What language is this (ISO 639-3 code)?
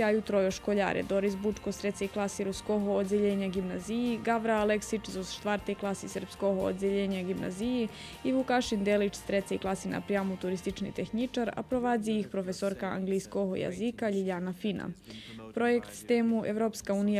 rue